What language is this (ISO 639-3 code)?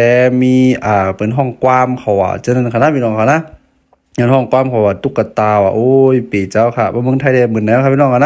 shn